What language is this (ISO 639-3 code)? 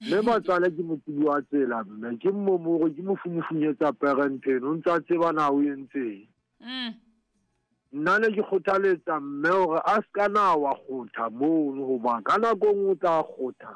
sot